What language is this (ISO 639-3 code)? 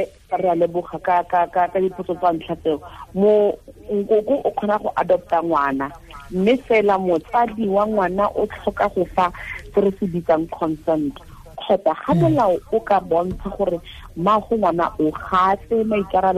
tsn